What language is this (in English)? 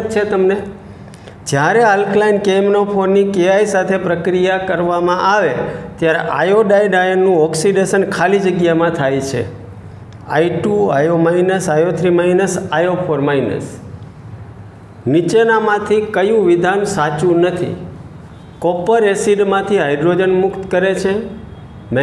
Gujarati